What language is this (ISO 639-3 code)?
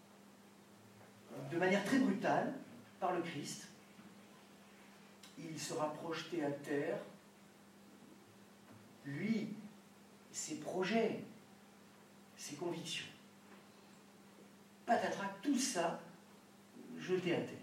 fra